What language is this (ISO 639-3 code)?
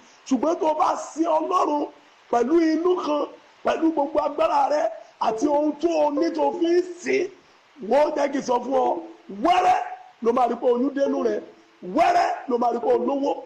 yor